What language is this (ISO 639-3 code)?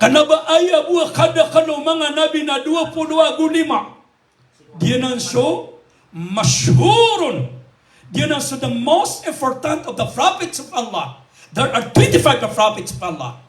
mrw